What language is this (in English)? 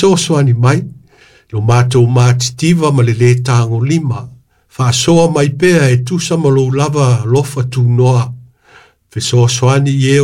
Samoan